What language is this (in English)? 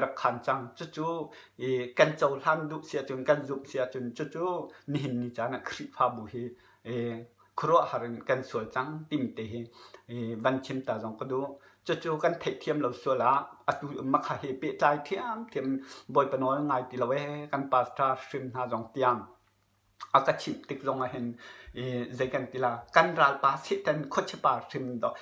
Hakha Chin